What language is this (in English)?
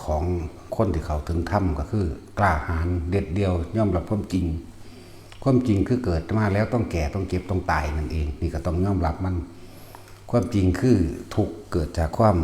Lao